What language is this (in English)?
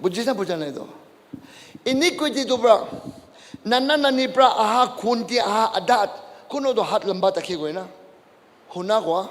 Naga Pidgin